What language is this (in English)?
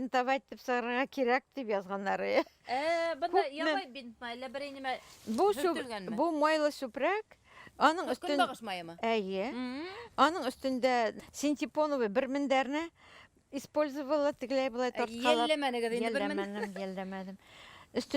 Bashkir